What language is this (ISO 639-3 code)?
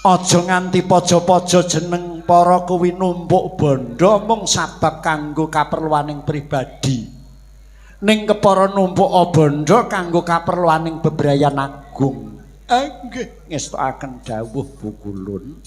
jav